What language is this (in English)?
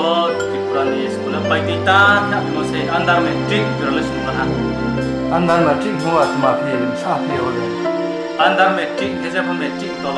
Riang (India)